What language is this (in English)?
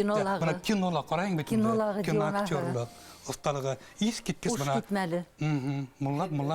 Bashkir